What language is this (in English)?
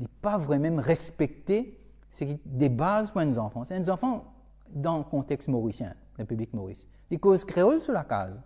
Morisyen